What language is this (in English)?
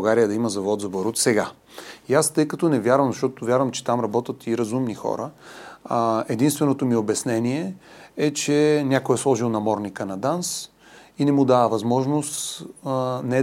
Bulgarian